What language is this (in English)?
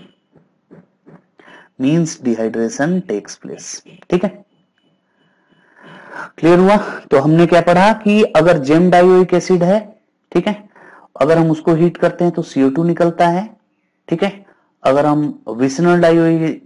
Hindi